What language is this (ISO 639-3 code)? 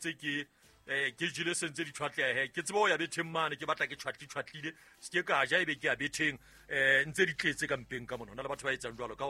sot